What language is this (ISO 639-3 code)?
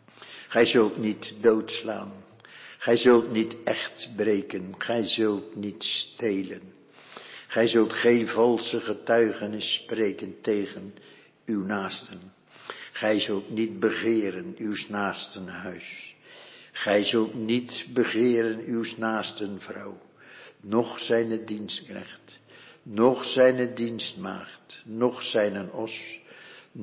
nld